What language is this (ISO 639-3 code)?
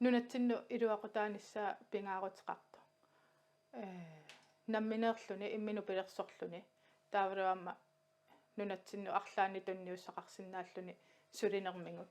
kal